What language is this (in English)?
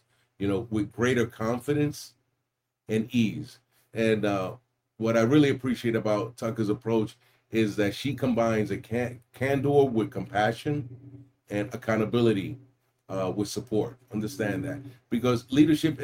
English